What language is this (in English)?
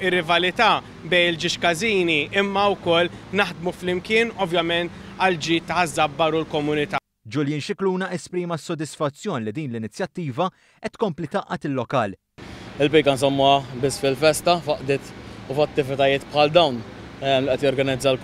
Maltese